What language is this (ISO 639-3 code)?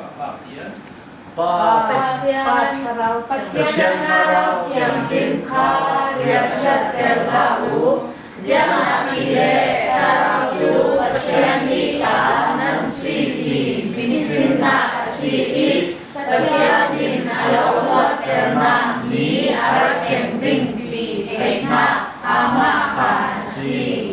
cfm